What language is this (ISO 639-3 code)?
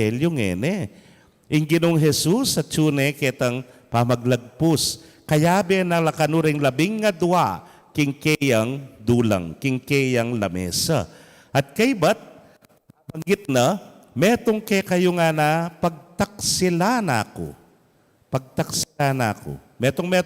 pam